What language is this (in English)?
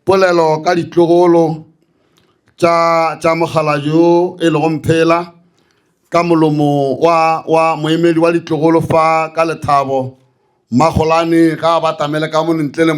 Northern Sotho